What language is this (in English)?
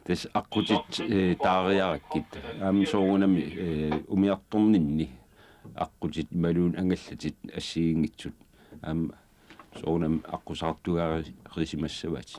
Kalaallisut